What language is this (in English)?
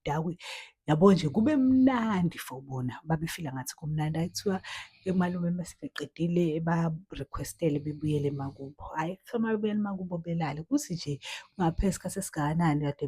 Zulu